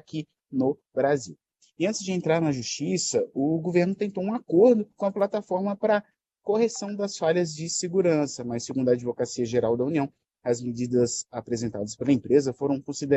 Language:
Portuguese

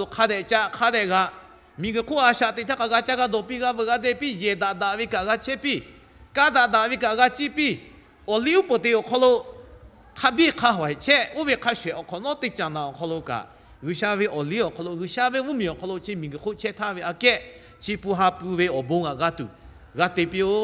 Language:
Lahu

